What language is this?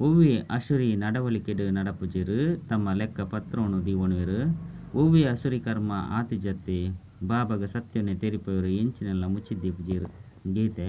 Tulu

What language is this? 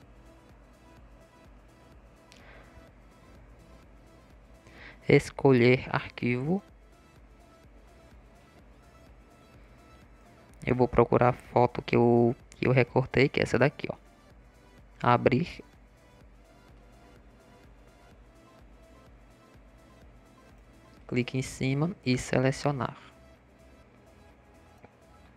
Portuguese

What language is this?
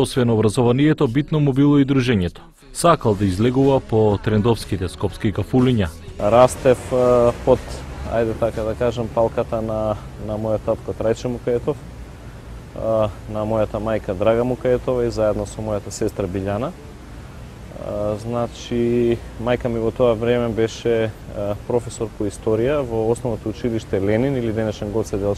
Macedonian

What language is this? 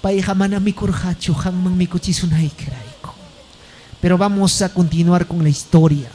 Ayacucho Quechua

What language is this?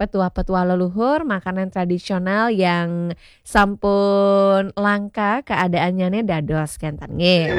Balinese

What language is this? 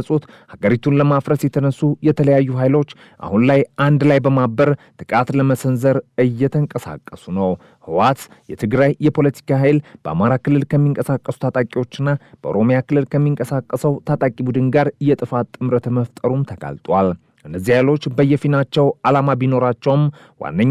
Amharic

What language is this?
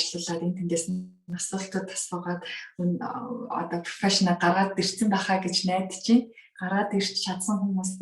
Mongolian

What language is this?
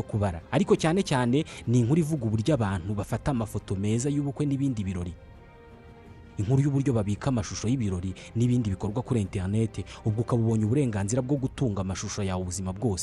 Kinyarwanda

